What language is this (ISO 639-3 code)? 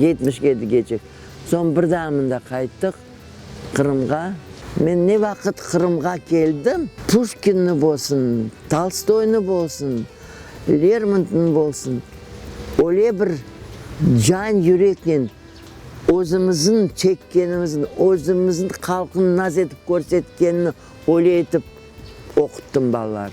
crh